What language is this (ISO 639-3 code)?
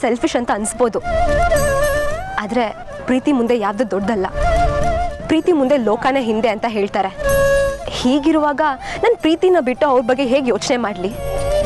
kan